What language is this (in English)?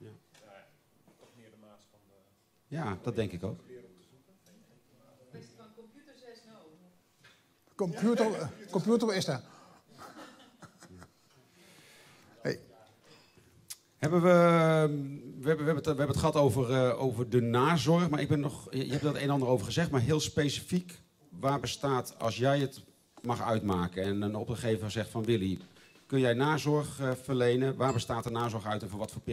Dutch